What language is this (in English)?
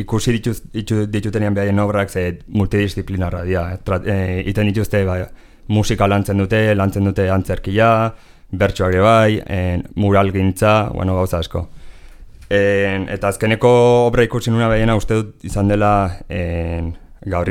Basque